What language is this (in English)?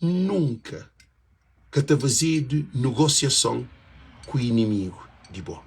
Kabuverdianu